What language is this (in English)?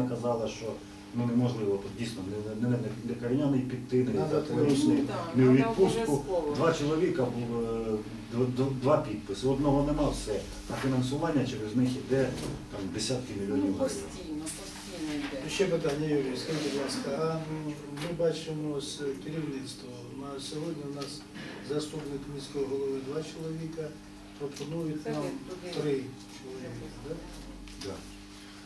Ukrainian